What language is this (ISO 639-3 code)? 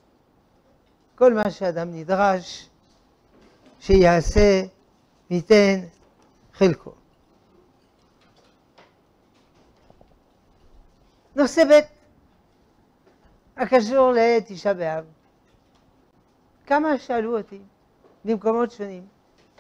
heb